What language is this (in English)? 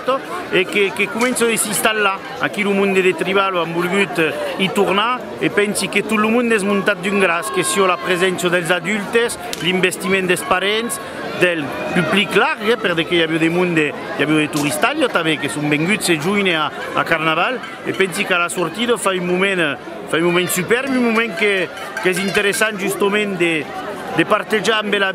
Occitan